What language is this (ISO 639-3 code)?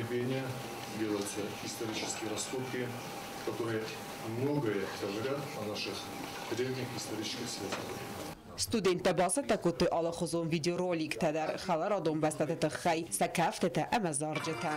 oss